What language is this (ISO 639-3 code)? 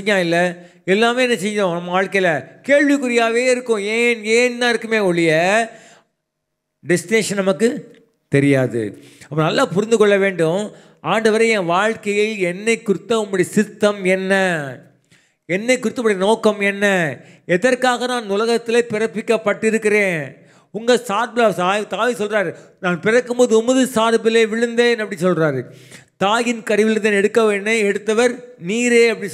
tam